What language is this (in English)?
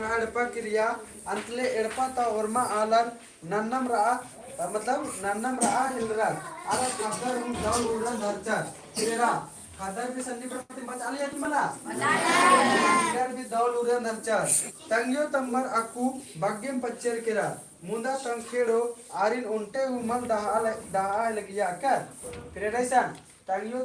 Kurukh